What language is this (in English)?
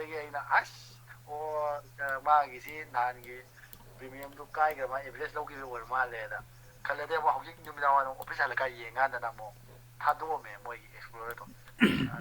Manipuri